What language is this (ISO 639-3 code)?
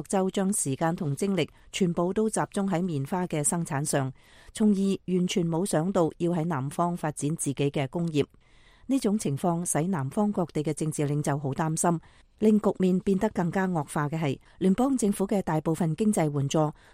yue